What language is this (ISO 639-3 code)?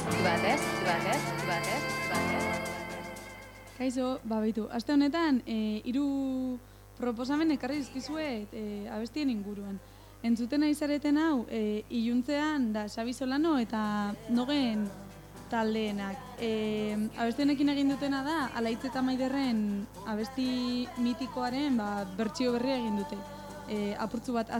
eus